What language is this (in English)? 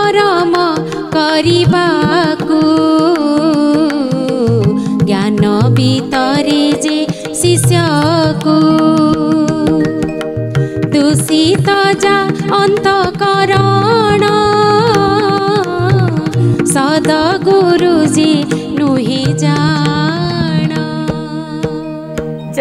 Odia